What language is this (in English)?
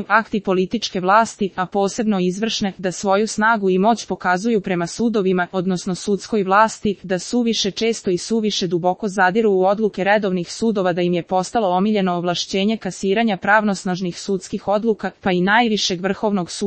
Serbian